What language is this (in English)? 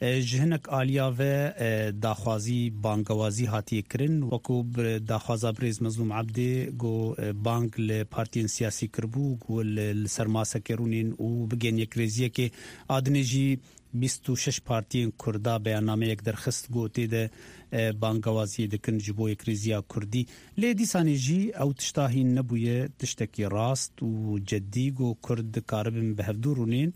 Kurdish